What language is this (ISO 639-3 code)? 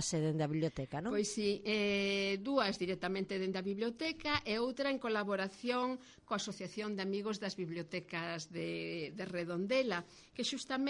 glg